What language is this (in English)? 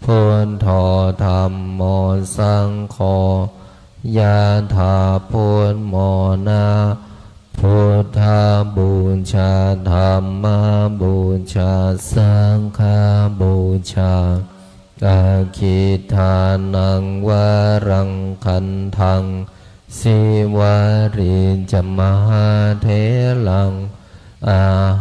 Pali